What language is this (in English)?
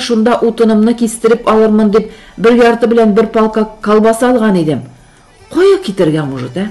Tatar